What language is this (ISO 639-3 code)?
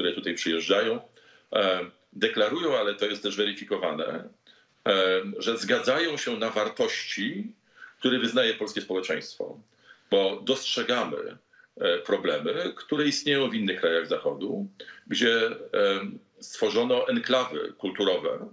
pol